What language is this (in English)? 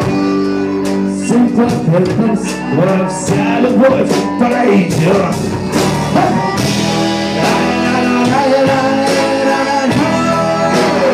Russian